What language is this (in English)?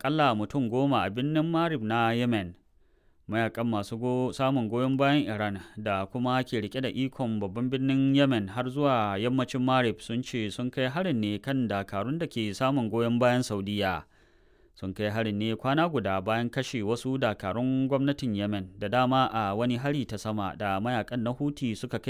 Hausa